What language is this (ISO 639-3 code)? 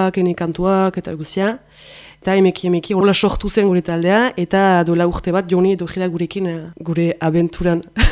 eus